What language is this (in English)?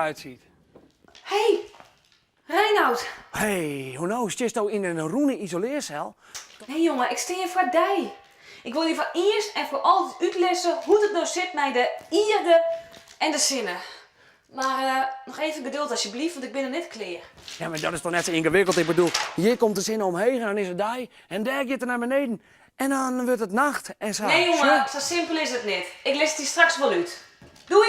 Western Frisian